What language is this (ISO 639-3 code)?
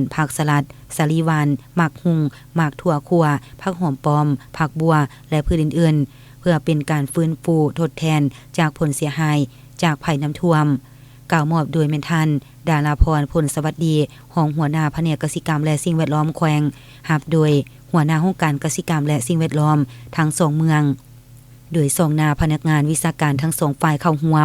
lao